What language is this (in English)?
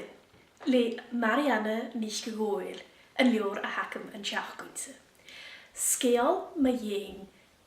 Scottish Gaelic